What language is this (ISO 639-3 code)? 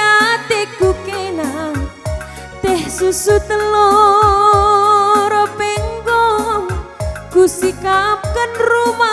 btx